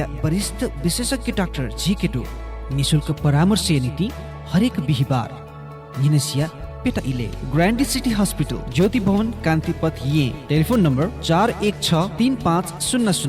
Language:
Newari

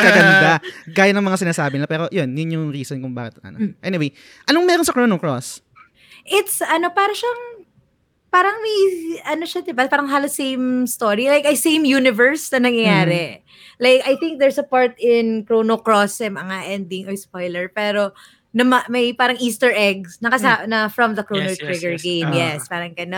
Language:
Filipino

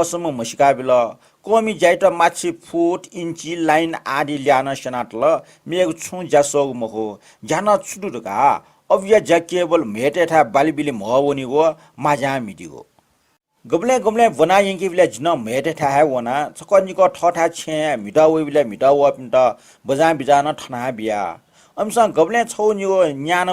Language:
Newari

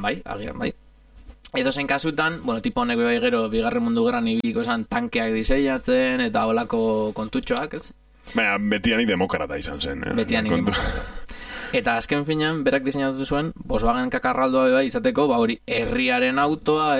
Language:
Basque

